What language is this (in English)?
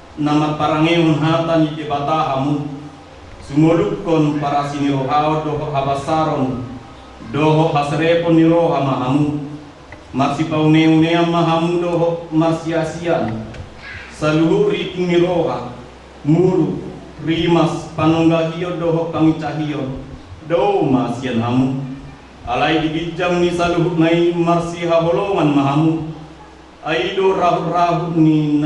Batak Toba